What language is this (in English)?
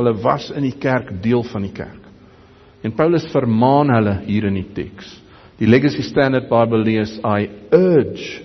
Afrikaans